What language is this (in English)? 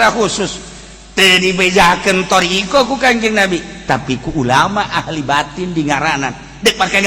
Sundanese